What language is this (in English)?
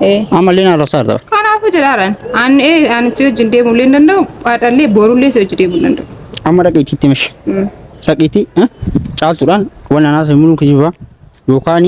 Oromo